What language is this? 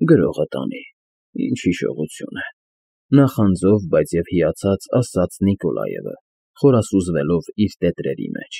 Armenian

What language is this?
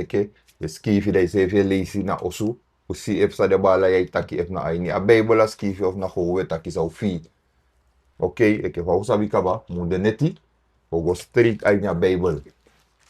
Sranan Tongo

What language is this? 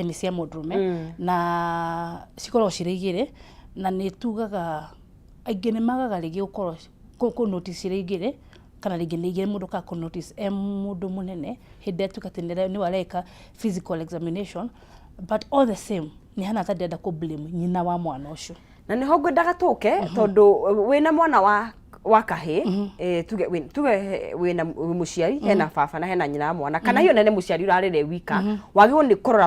Kikuyu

